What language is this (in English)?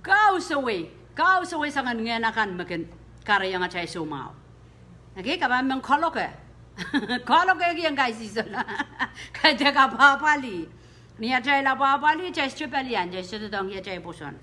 Pohnpeian